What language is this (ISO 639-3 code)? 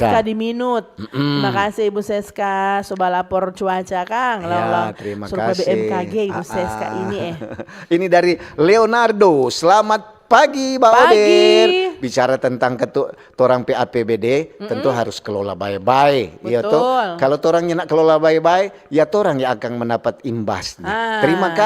xmm